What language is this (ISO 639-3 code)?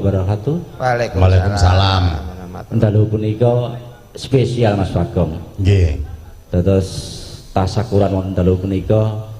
jav